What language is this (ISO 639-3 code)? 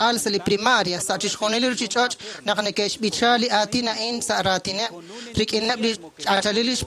kek